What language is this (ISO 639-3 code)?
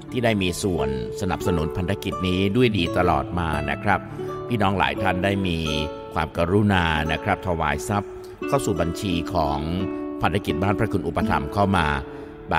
tha